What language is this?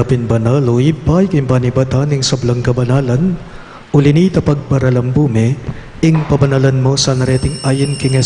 Pampanga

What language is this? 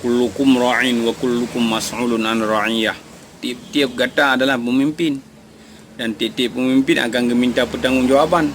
Achinese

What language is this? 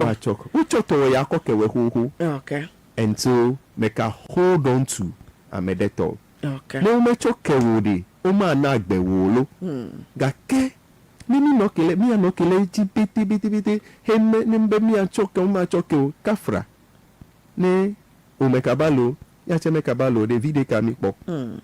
Ewe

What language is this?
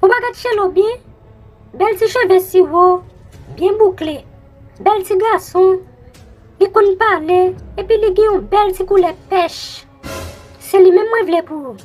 Haitian Creole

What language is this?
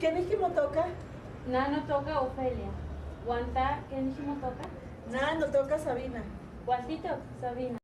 Eastern Huasteca Nahuatl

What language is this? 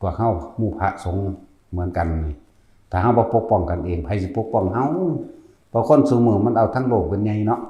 Northeastern Thai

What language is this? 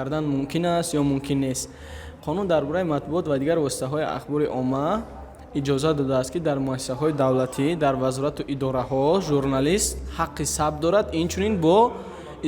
Tajik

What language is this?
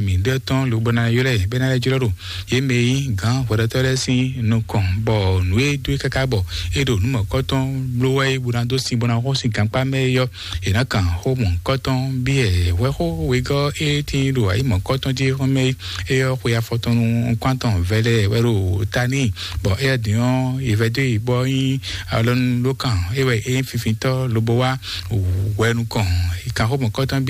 Fon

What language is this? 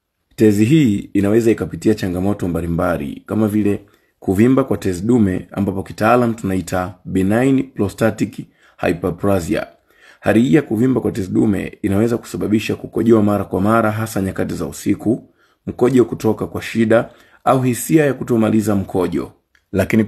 Swahili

